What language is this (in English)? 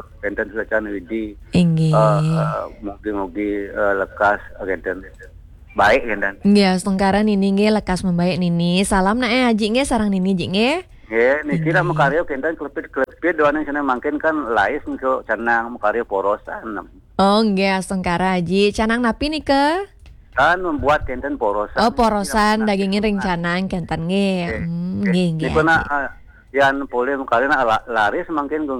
Balinese